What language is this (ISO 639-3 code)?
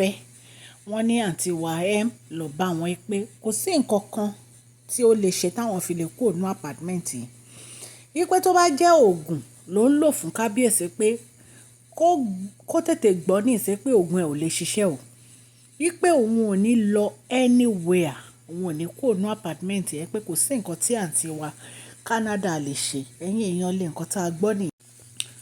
yor